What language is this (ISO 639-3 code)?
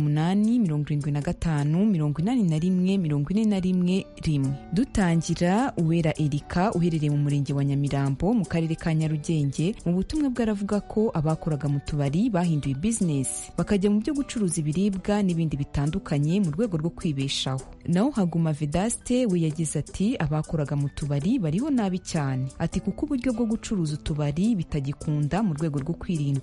kin